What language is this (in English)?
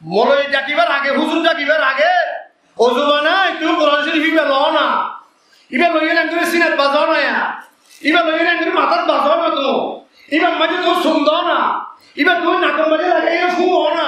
Rohingya